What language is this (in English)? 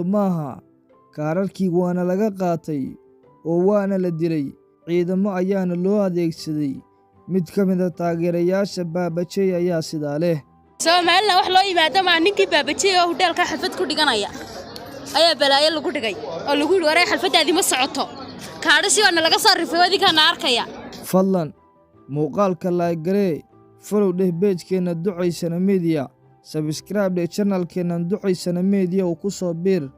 Somali